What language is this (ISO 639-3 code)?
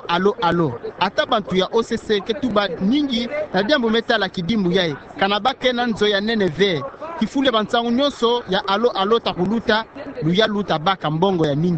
ktu